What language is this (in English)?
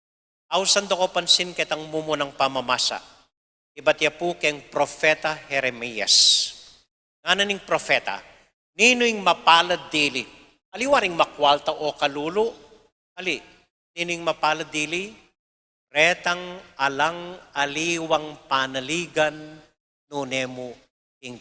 Pampanga